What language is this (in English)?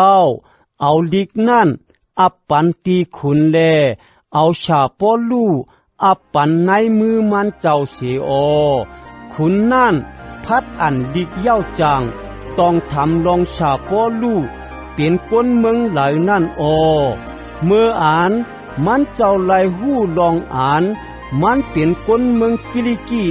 Shan